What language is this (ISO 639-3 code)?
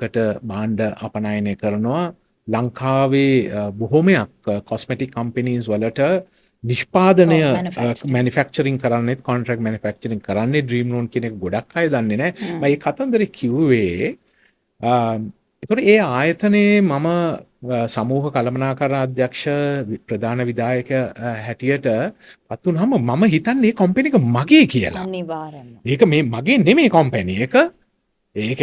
sin